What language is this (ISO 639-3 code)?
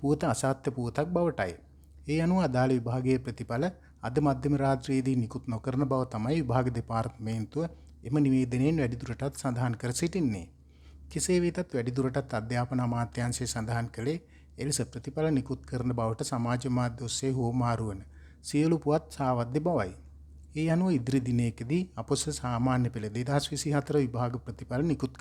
sin